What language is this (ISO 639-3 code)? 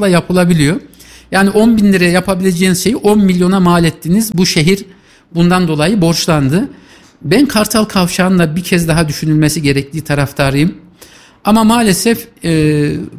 tur